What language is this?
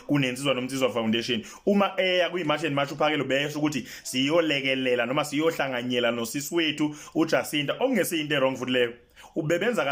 Zulu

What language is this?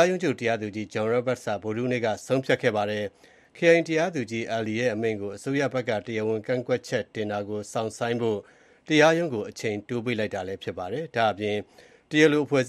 Burmese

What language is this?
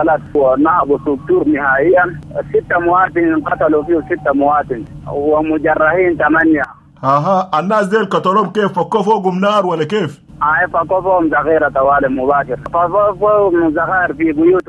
Sudanese Arabic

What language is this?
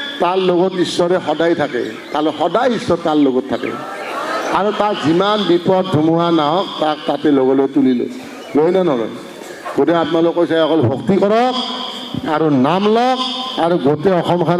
Assamese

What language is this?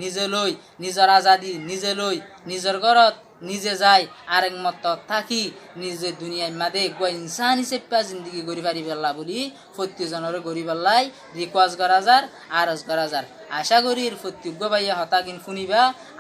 Rohingya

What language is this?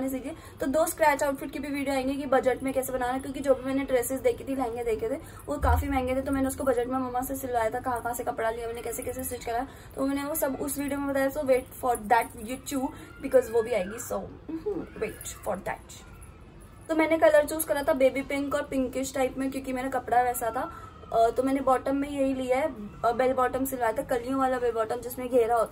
Hindi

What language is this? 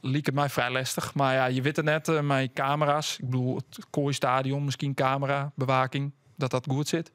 Western Frisian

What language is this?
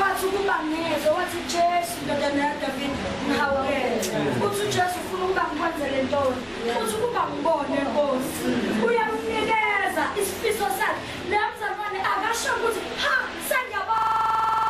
Zulu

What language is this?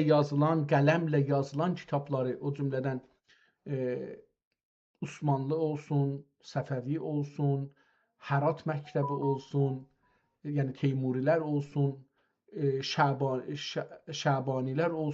South Azerbaijani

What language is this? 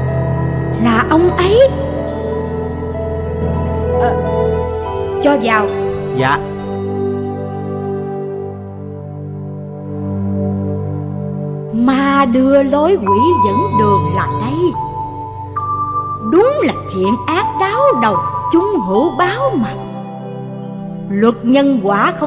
Vietnamese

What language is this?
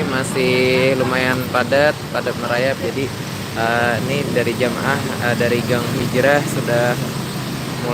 Banjar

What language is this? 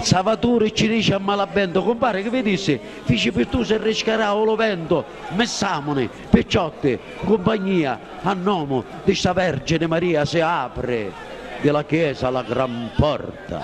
Sicilian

